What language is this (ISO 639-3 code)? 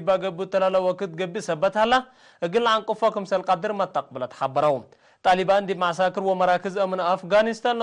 tig